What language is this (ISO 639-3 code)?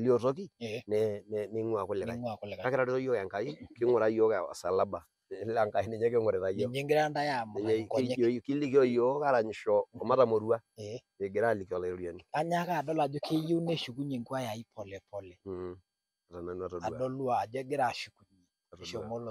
mas